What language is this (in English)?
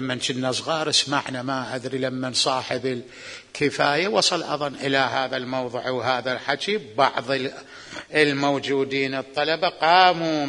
Mesopotamian Arabic